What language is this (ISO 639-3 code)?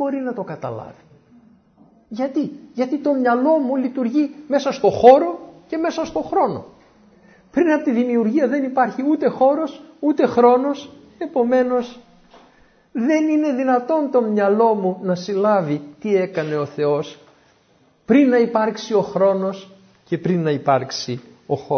ell